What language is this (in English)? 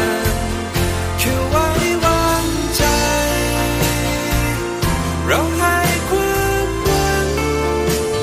Thai